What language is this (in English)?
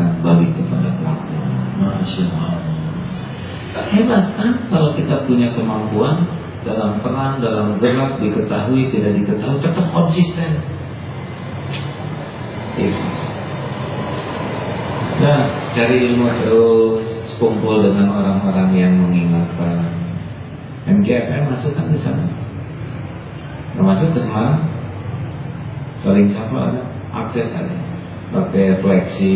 Indonesian